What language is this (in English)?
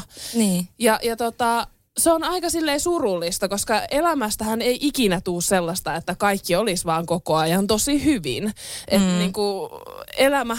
Finnish